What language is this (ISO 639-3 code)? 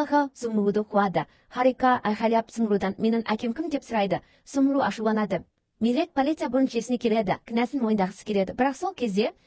kaz